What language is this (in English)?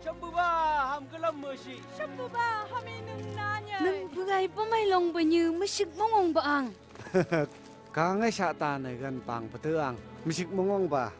Phom Naga